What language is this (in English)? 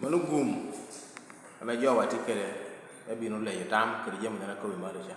Lango (Uganda)